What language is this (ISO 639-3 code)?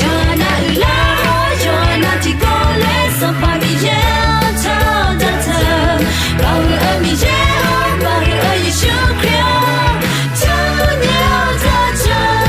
ahk